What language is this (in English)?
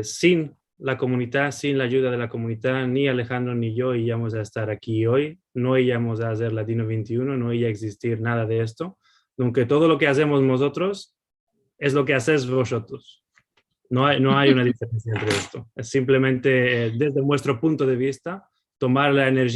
Ladino